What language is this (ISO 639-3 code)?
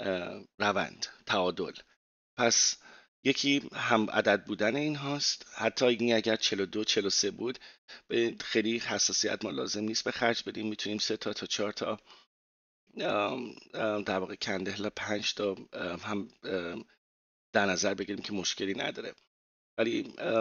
fas